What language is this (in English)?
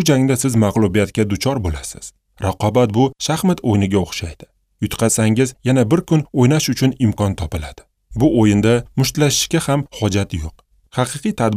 Uzbek